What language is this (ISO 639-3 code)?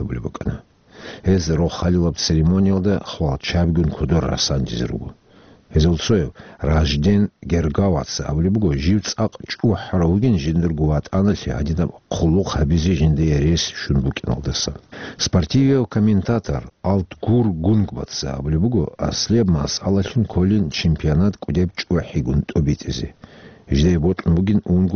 ava